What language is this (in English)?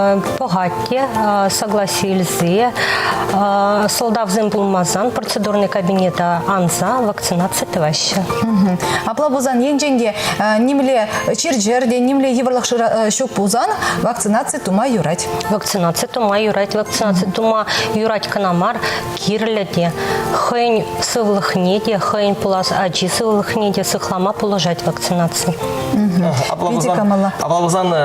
Chuvash